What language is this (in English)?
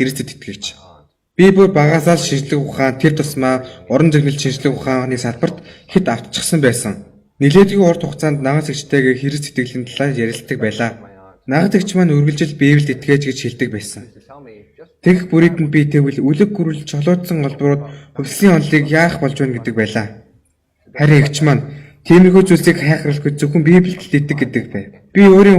Mongolian